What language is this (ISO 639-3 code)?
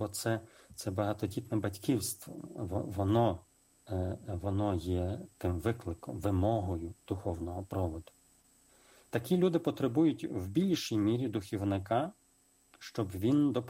ukr